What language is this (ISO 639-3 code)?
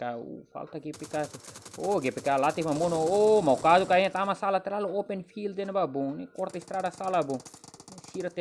tet